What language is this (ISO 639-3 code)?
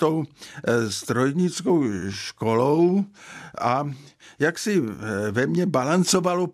ces